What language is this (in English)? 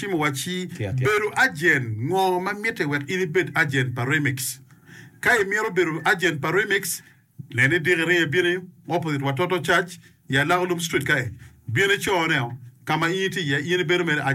Acoli